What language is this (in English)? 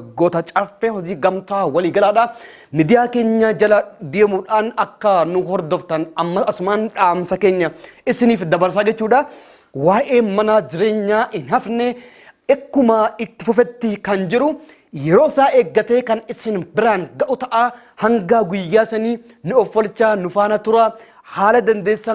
Oromo